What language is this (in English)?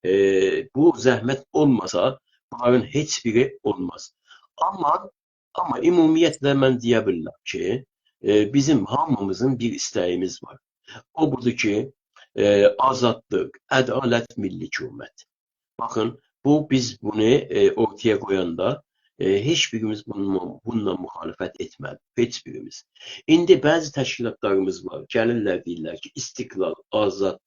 South Azerbaijani